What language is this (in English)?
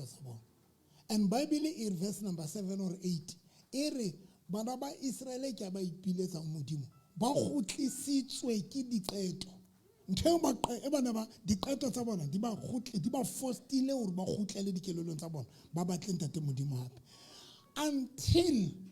Southern Sotho